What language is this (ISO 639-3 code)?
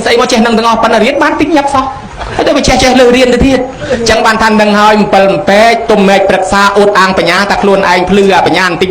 khm